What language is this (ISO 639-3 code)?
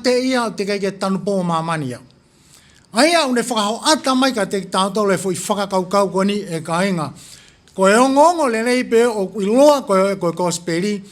ton